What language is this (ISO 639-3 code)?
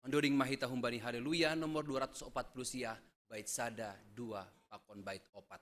bts